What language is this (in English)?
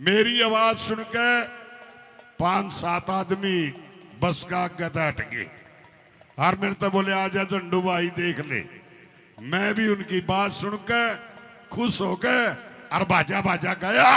Haryanvi